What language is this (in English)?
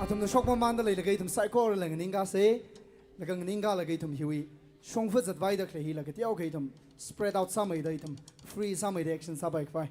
Tangkhul Naga (India)